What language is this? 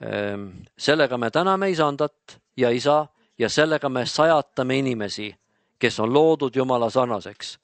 Estonian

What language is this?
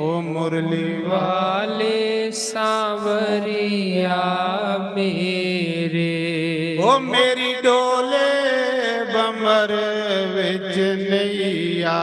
Dogri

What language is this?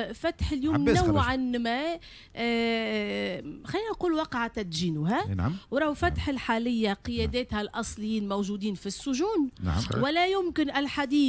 Tunisian Arabic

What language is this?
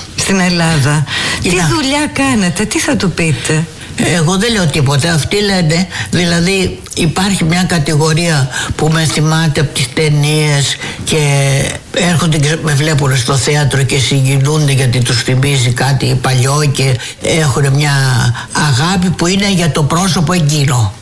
Greek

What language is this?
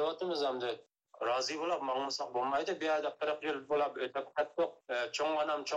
Uyghur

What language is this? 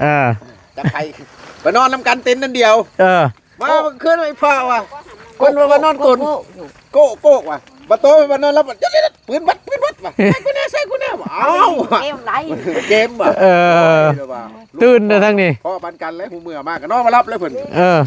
Northeastern Thai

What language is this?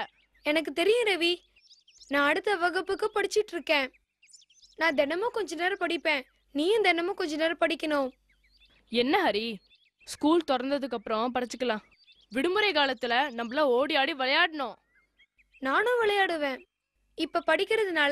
Tamil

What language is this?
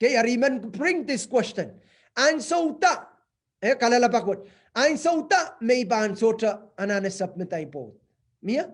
Pohnpeian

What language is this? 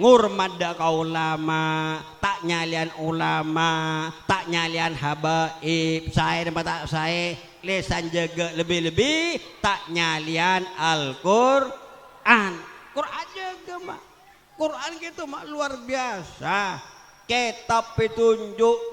Madurese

